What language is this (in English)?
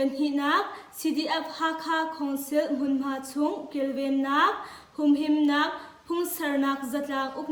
Hakha Chin